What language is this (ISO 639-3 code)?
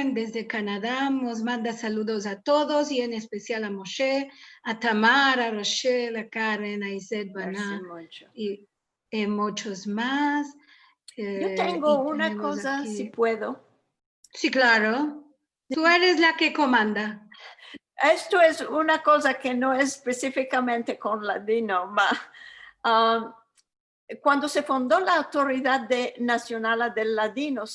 lad